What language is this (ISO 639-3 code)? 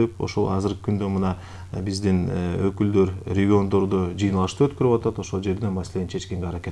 kir